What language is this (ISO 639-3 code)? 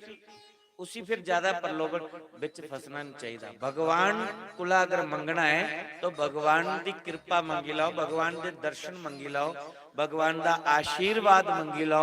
doi